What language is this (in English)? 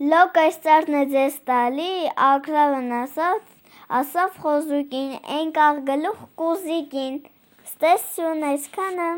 Armenian